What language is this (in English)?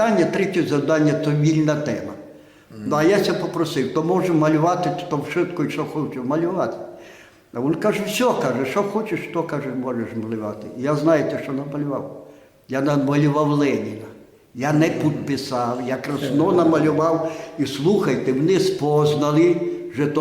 Rusyn